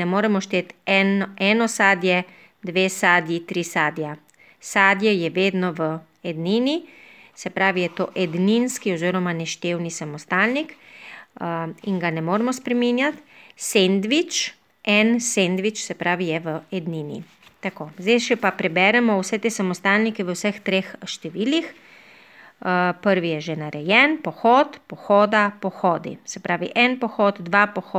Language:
Slovenian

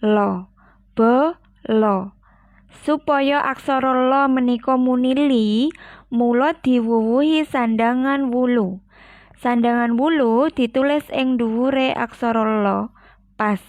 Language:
Javanese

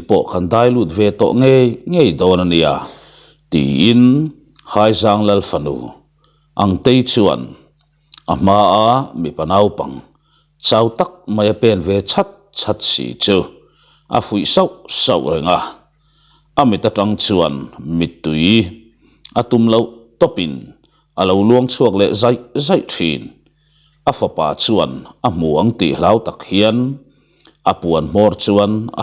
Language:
Mizo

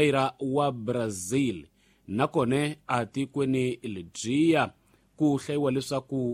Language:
Tsonga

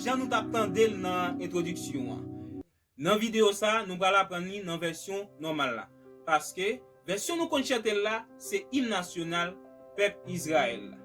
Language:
Haitian Creole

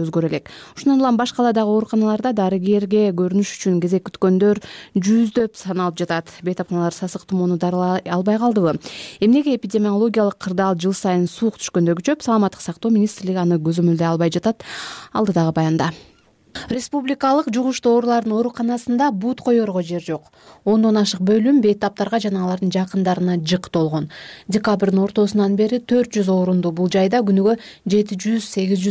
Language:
Kyrgyz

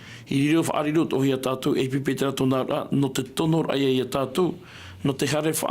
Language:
Tahitian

